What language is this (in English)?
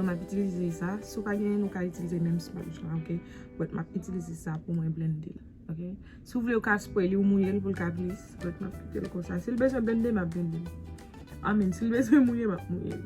Haitian Creole